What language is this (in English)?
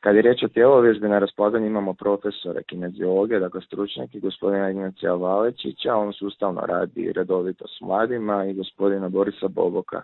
Croatian